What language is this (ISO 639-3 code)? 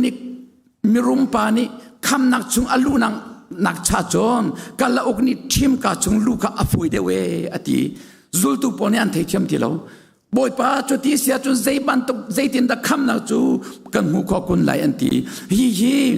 cnh